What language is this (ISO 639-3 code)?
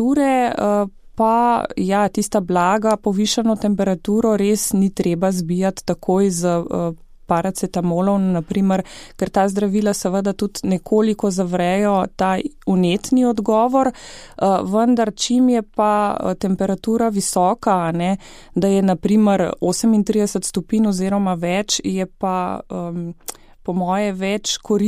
slv